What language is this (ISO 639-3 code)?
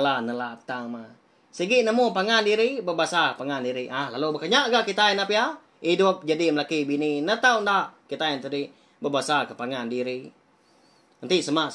iba